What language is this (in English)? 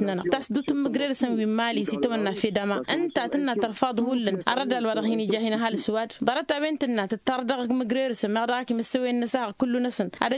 Tamasheq